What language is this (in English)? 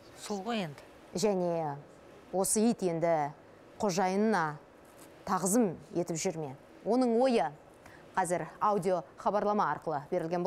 Kazakh